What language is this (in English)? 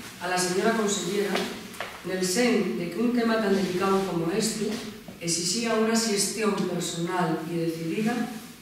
Asturian